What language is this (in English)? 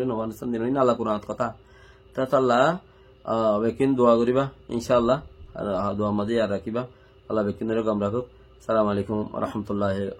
Rohingya